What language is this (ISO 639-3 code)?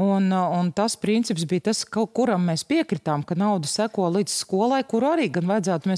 lav